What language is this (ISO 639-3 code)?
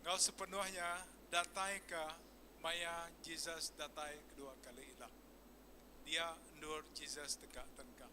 iba